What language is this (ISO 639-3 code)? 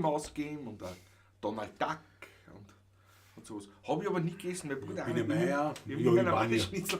bar